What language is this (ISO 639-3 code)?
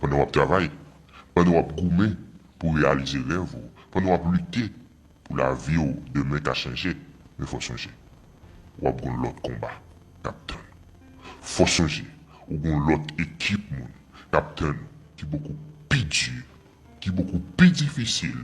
hat